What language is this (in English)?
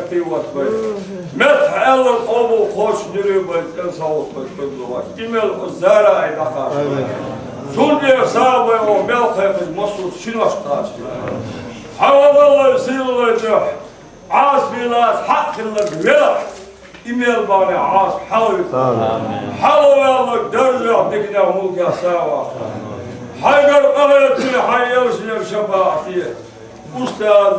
Chechen